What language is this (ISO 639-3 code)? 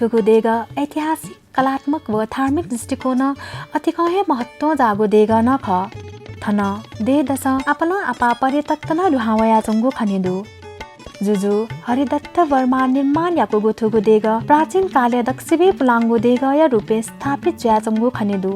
new